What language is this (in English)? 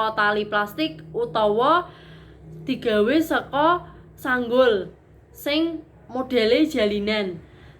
Javanese